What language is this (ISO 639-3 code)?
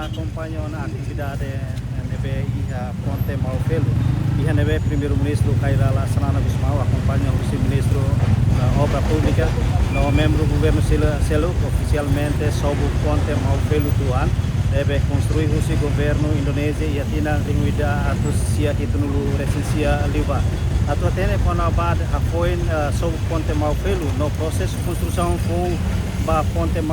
tet